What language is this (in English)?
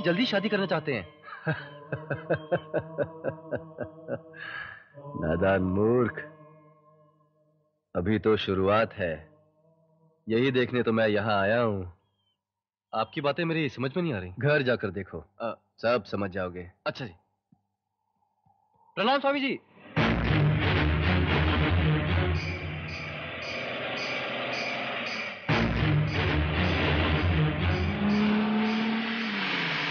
Hindi